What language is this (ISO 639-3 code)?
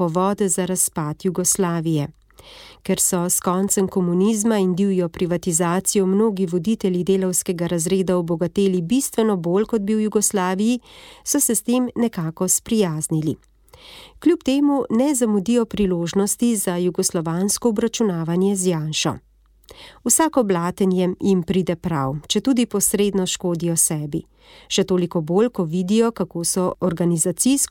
slv